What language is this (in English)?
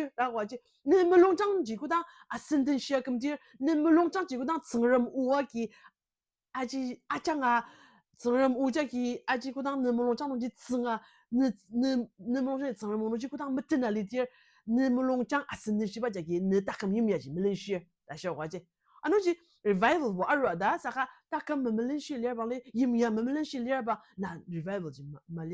Ao Naga